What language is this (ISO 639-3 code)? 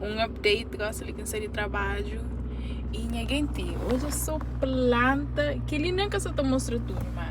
kea